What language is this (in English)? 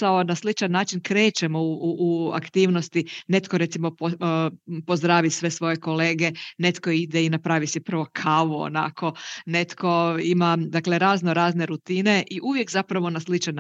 Croatian